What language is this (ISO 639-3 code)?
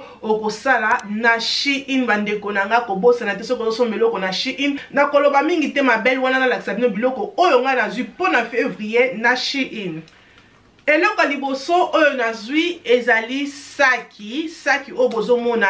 lin